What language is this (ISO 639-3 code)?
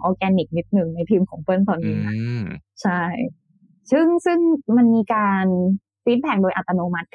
tha